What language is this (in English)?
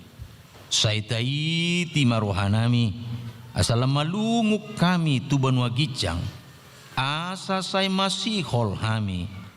Batak Toba